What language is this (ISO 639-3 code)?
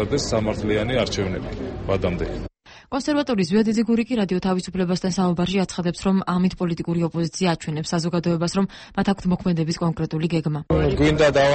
kat